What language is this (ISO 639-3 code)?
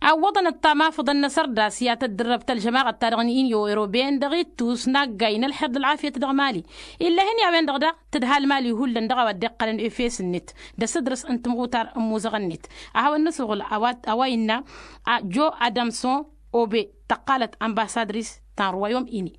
taq